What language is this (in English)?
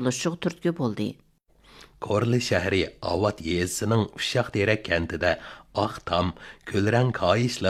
Uyghur